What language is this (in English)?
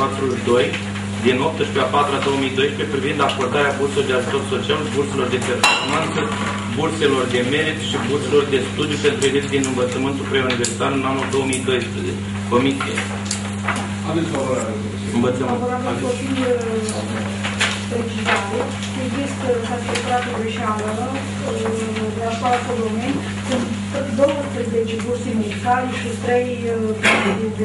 Romanian